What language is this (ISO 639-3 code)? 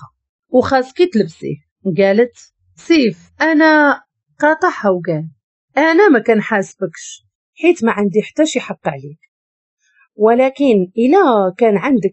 ary